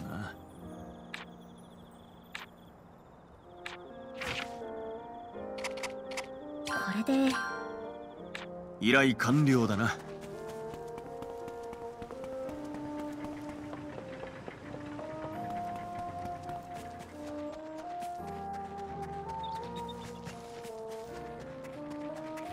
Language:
Japanese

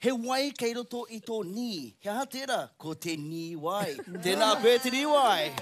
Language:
Māori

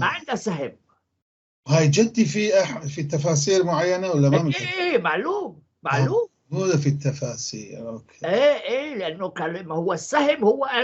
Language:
North Levantine Arabic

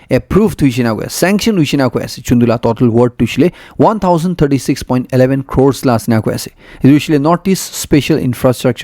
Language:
Naga Pidgin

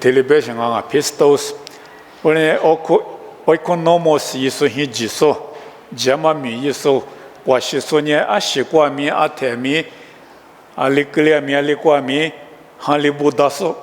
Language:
Lisu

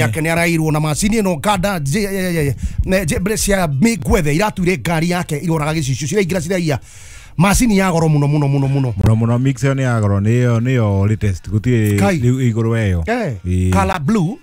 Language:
Kikuyu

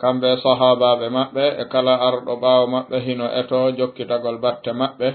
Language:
Fula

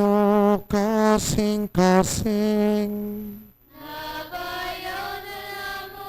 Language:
Hiligaynon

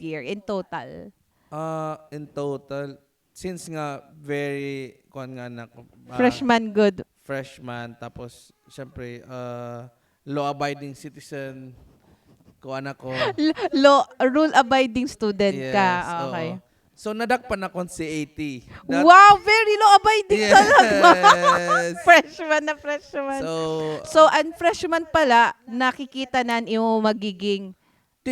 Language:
Waray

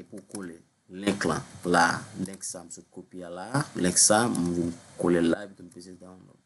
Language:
Haitian Creole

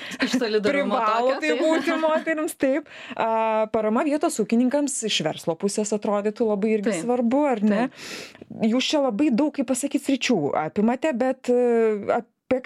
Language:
Lithuanian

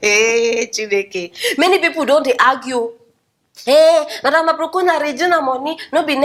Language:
Nigerian Pidgin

